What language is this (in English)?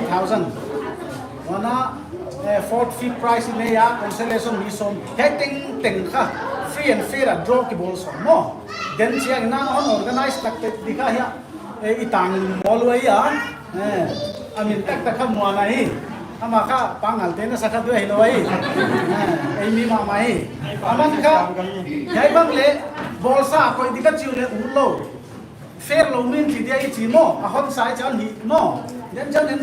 Paite Chin